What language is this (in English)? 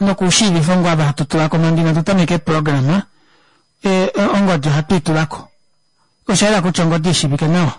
Kuanyama